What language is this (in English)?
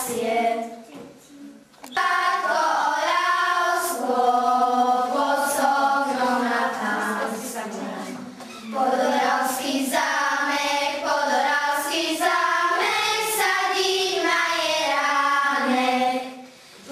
Slovak